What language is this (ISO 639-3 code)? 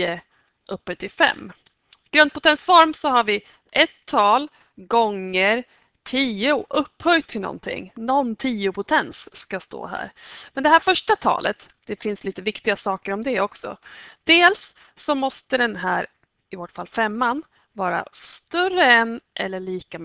swe